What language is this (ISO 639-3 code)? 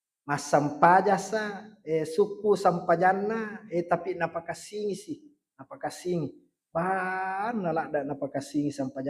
bug